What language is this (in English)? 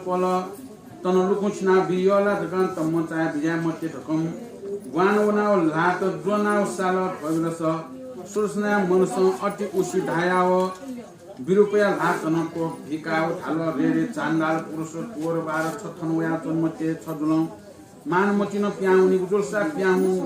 Newari